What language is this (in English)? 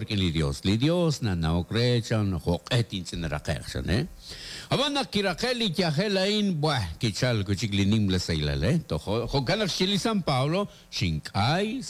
Kekchí